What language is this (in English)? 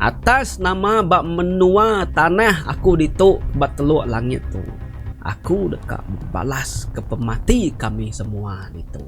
Iban